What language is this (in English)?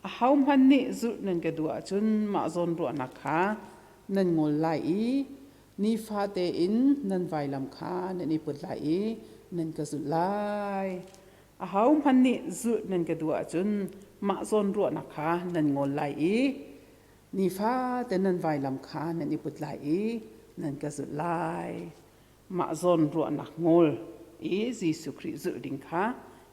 Hakha Chin